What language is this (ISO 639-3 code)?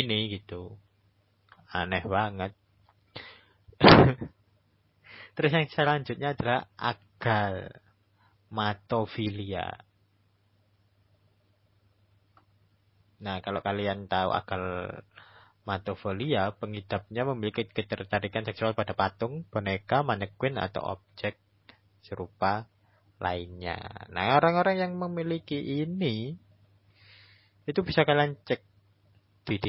ind